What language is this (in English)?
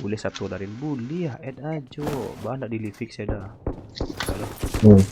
Minangkabau